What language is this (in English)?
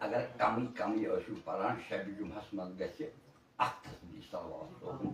Kashmiri